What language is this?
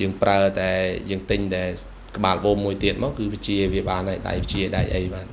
Khmer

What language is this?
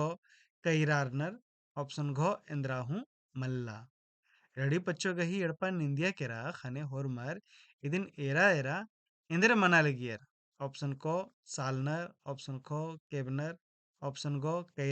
Kurukh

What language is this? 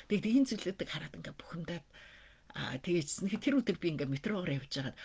Mongolian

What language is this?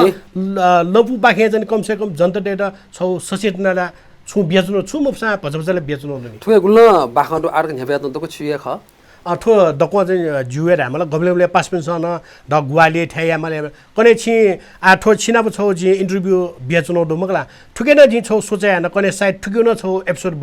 Newari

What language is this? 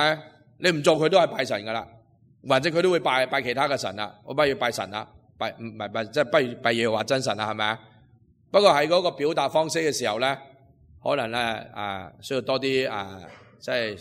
Cantonese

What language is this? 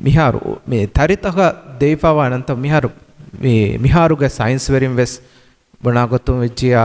Divehi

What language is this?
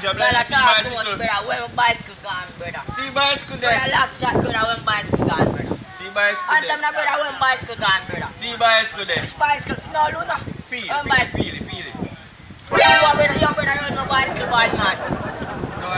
Jamaican Creole English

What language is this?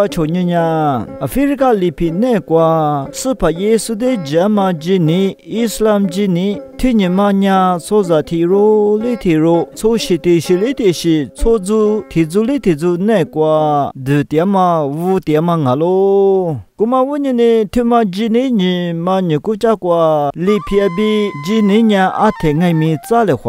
Lisu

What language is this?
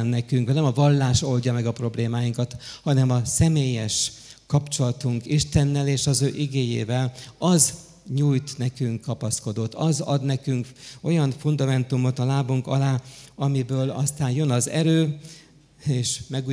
Hungarian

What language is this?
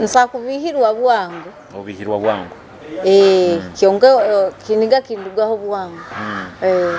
Nyoro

